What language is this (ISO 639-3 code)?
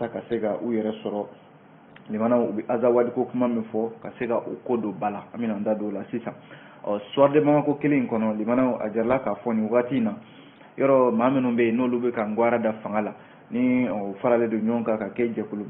bam